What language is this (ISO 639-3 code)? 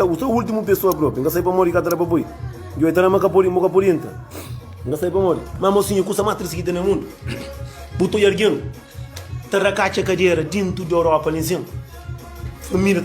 kea